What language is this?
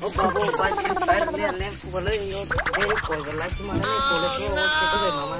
Kok Borok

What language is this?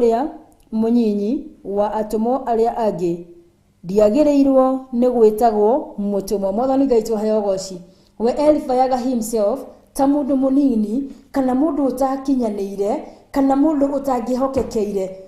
Kikuyu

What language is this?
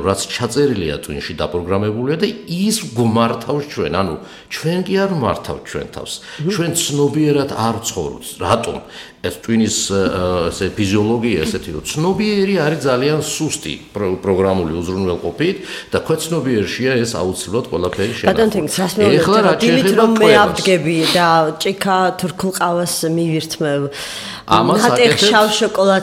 Georgian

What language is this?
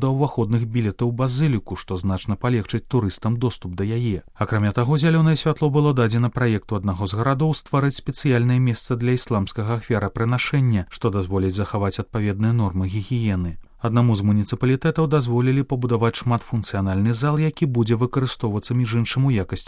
Belarusian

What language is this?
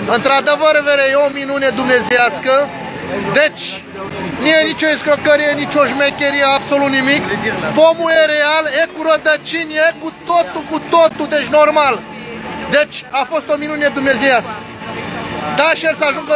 Romanian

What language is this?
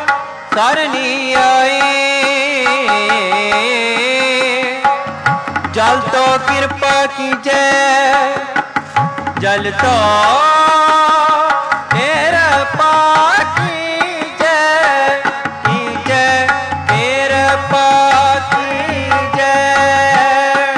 Hindi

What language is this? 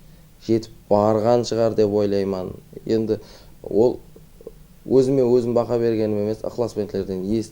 Kara-Kalpak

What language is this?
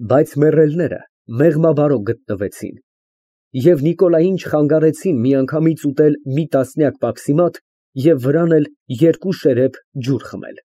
Armenian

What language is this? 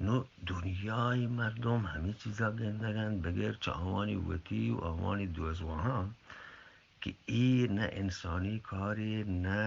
Eastern Balochi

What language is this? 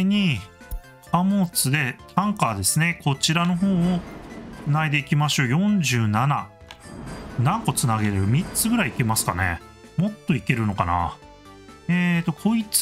Japanese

